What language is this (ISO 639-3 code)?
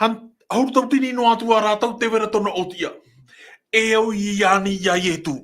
tah